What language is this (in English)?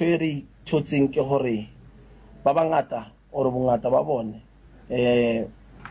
Southern Sotho